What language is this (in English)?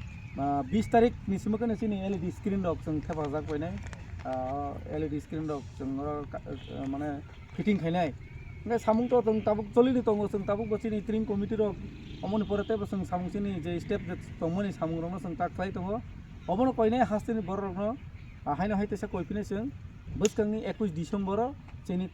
Kok Borok